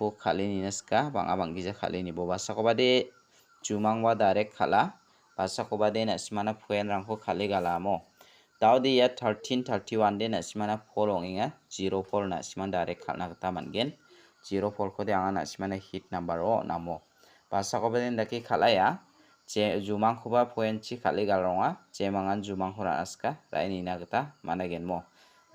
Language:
Garo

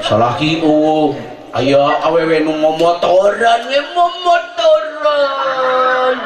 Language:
Sundanese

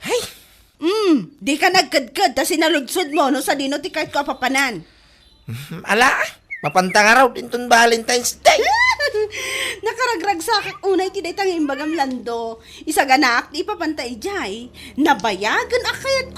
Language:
Iloko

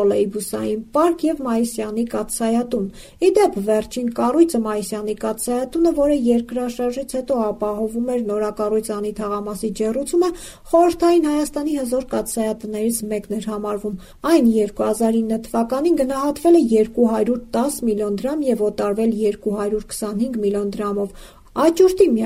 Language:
Armenian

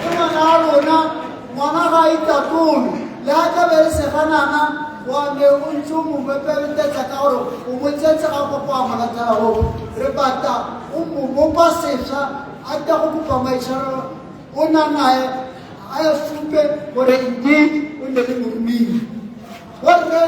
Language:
Tswana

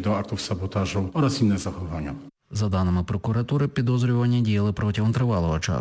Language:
Ukrainian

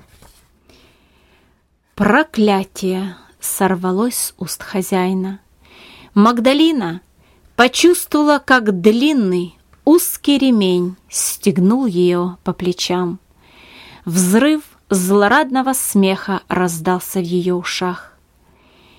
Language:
Russian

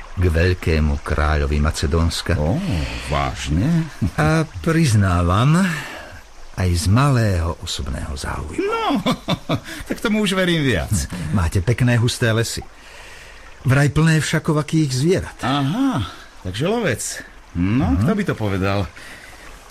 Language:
Slovak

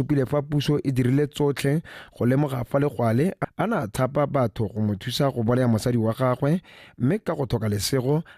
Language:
Tswana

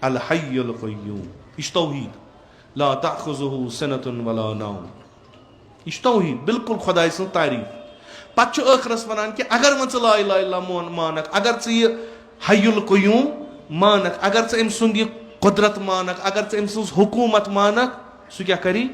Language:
Kashmiri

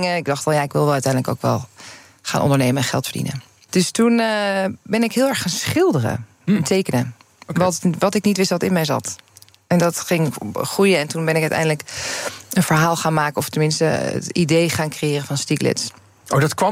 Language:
Dutch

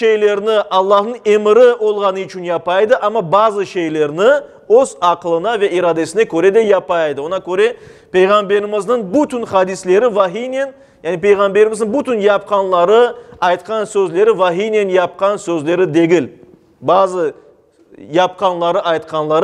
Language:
Crimean Tatar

